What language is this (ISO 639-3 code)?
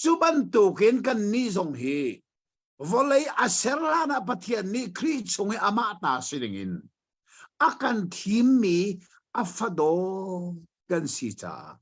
cnh